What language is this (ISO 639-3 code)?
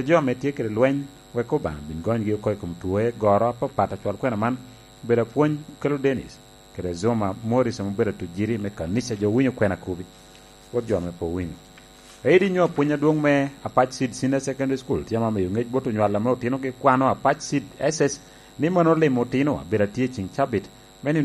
laj